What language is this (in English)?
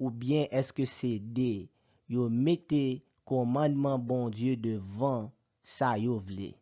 Haitian Creole